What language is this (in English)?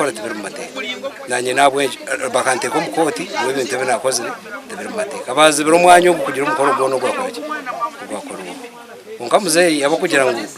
Nyankole